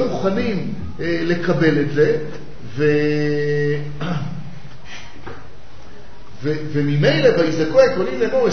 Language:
Hebrew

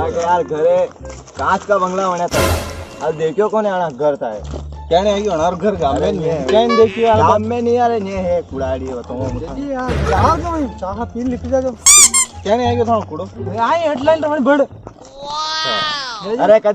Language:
Rajasthani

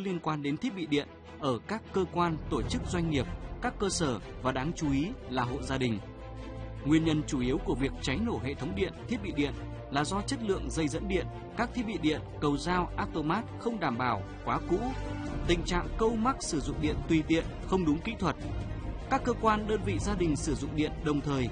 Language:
Vietnamese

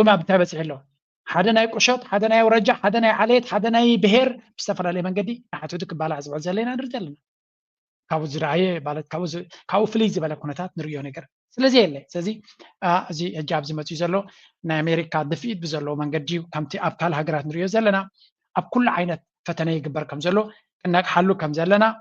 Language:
Tigrinya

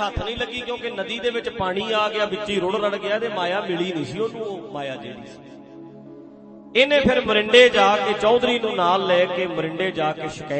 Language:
Punjabi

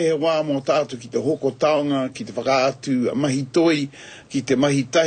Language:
Māori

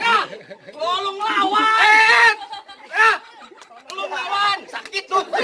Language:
Betawi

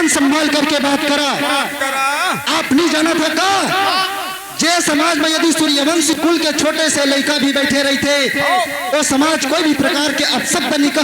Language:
Chhattisgarhi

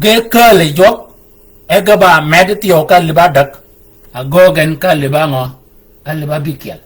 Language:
Shilluk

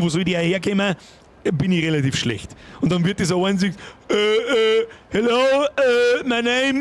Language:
Bavarian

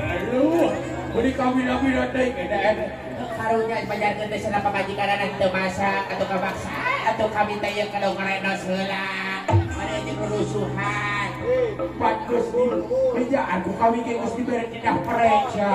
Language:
Sundanese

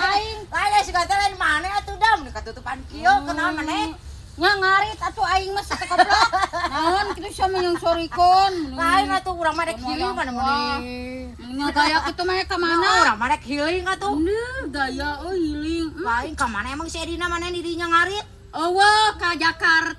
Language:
Sundanese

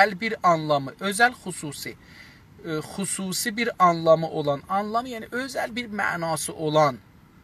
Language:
South Azerbaijani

